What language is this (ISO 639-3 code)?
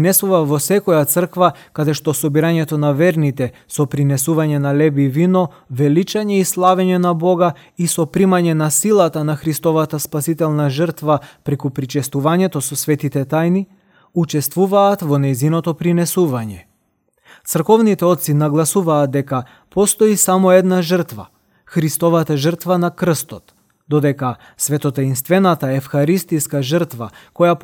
mkd